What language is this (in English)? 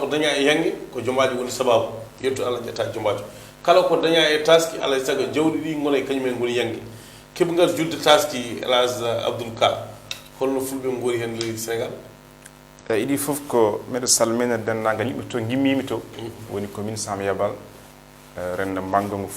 Fula